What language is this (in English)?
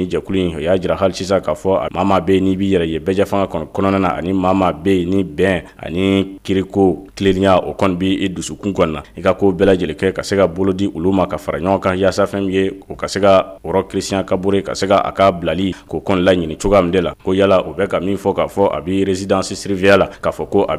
Bambara